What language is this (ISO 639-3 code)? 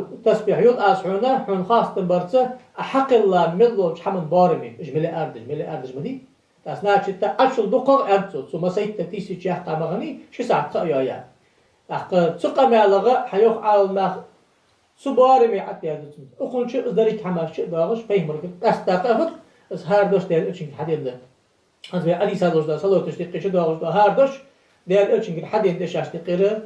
inh